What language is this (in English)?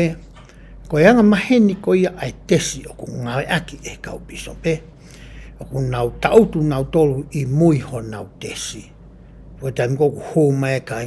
Tongan